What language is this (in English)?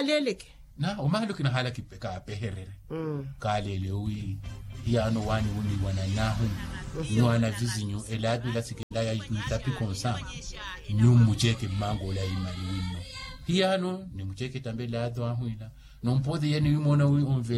Makhuwa